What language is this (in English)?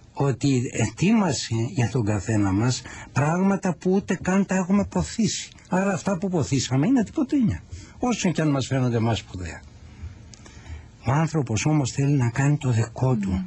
Greek